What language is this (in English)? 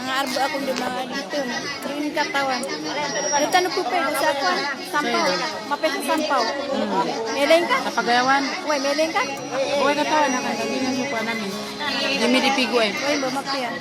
Maranao